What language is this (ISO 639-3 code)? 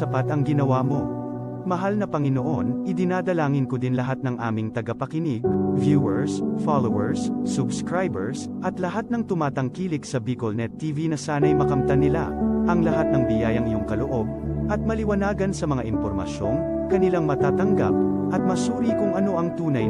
bik